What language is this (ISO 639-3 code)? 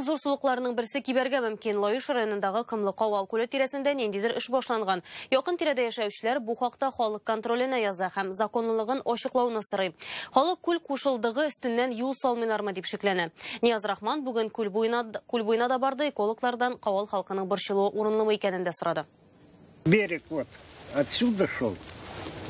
tat